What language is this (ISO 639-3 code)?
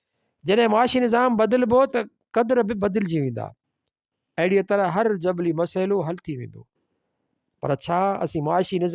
snd